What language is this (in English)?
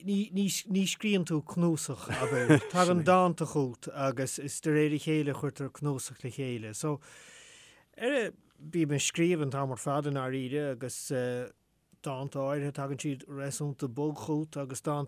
Irish